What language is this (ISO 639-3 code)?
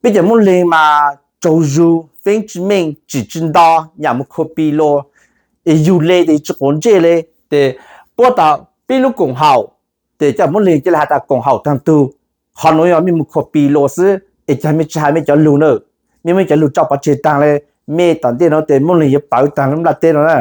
hmn